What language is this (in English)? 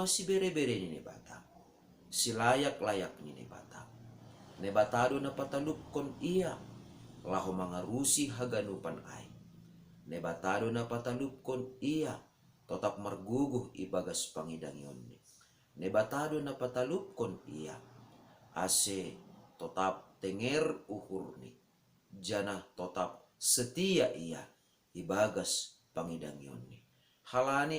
Batak Simalungun